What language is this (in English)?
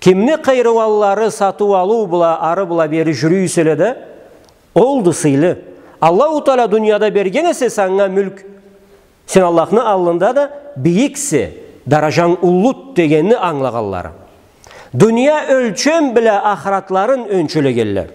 Karachay-Balkar